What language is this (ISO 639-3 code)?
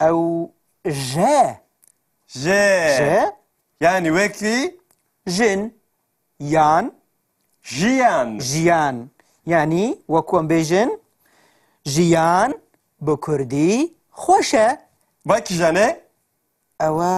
kur